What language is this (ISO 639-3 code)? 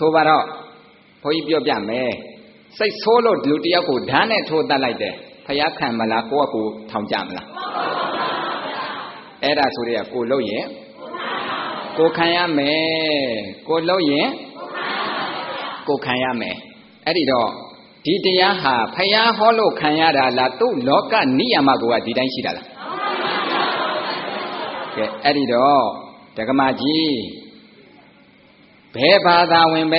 mya